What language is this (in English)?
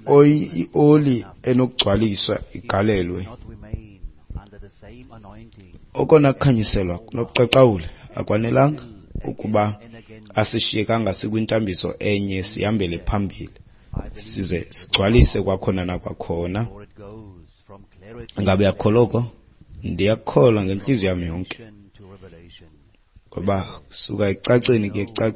Xhosa